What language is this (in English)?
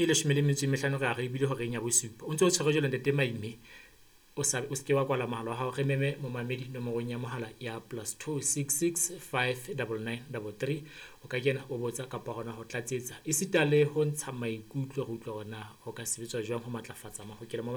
Southern Sotho